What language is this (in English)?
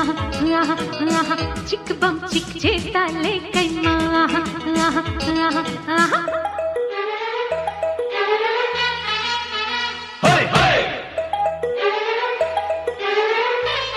Telugu